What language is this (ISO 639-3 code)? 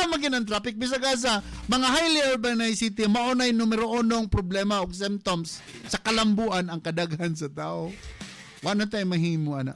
ceb